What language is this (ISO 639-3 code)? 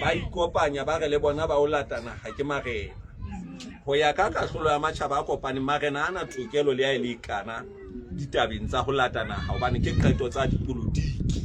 sot